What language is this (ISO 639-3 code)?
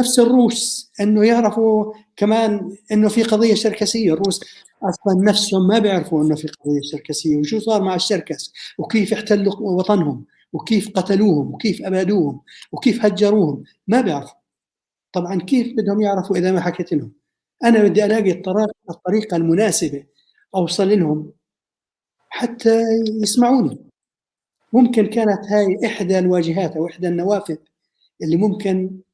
apc